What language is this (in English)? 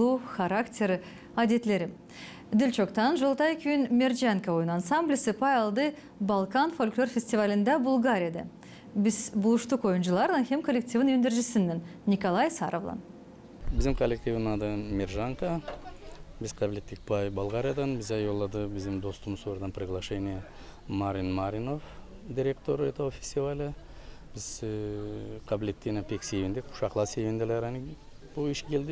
Gagauz